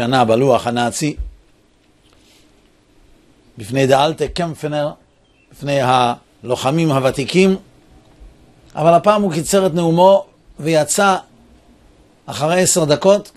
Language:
Hebrew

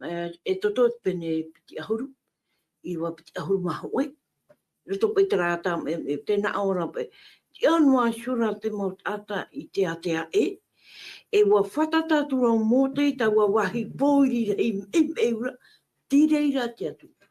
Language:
Tahitian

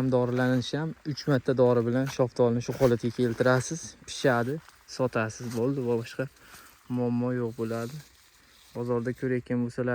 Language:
Uzbek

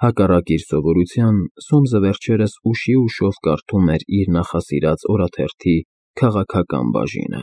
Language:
Armenian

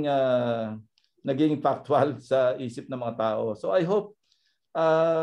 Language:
Filipino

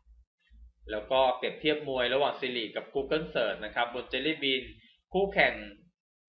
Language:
Thai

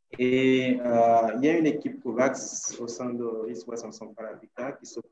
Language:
French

